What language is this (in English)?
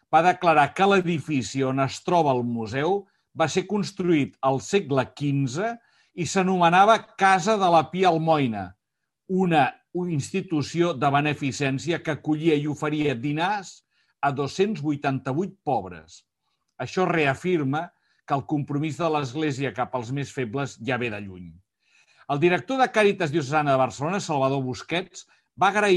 Catalan